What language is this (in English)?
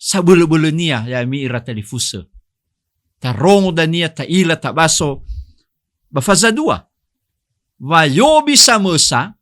Nias